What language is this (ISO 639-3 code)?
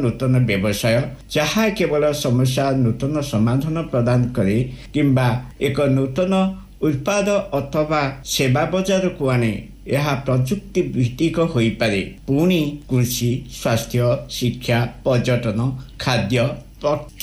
ori